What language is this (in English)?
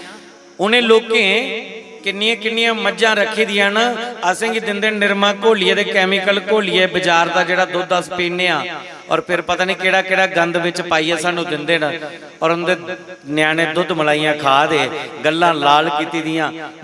Dogri